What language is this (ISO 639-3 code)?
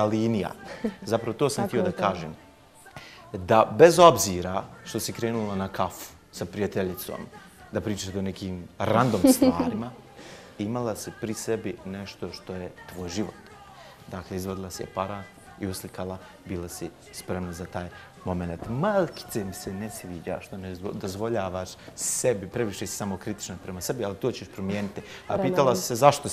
bos